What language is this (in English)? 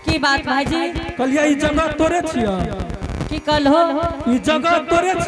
Angika